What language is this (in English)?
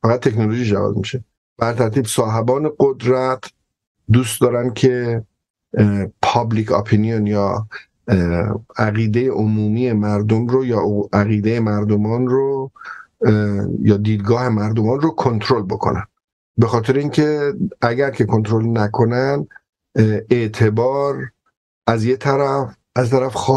Persian